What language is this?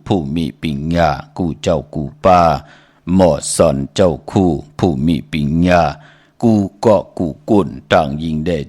Shan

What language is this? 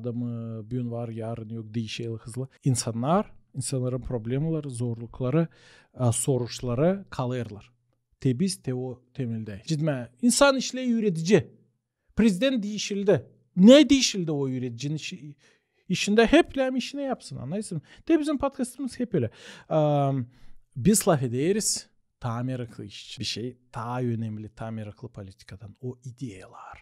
Gagauz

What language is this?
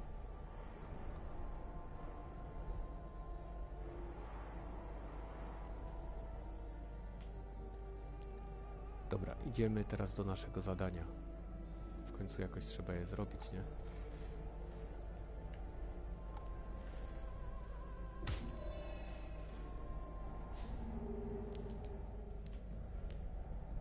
Polish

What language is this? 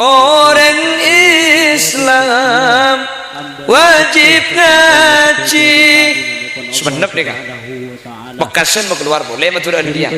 Madurese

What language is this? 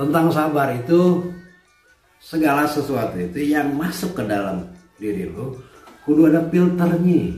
Betawi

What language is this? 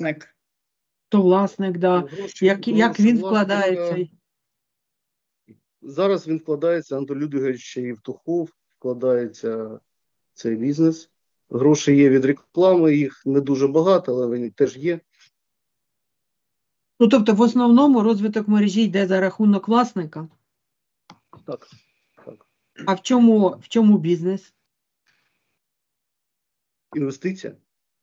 Ukrainian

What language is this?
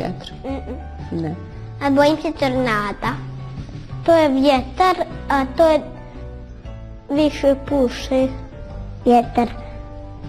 Bosnian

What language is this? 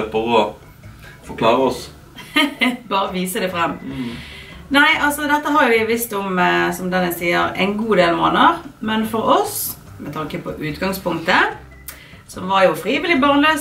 Norwegian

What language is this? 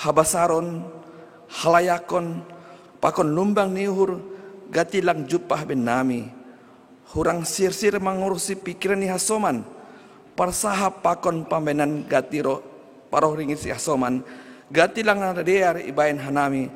Batak Simalungun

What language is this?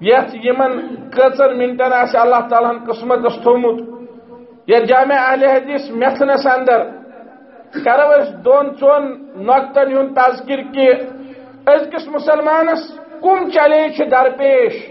Kashmiri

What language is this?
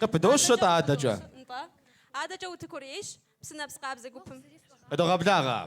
Kabardian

